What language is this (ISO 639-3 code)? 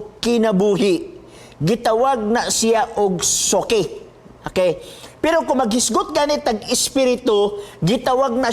ceb